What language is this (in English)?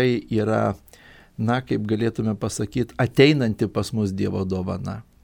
Lithuanian